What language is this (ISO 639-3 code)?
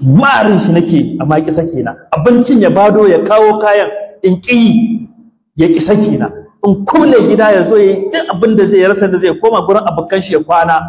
hau